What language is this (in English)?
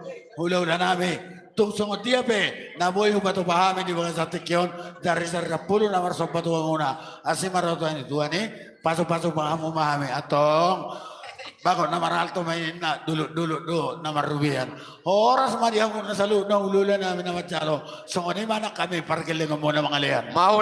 Batak Toba